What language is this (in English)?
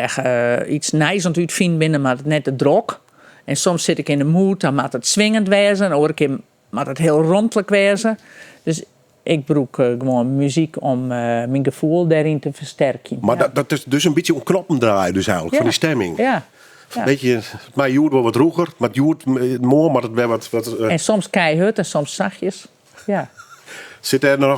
Western Frisian